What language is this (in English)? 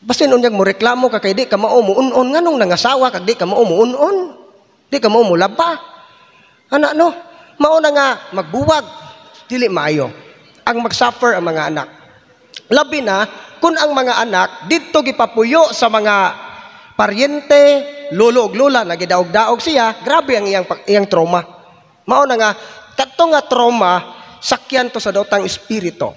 Cebuano